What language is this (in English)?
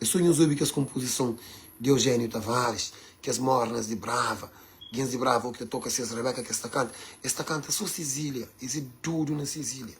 Kabuverdianu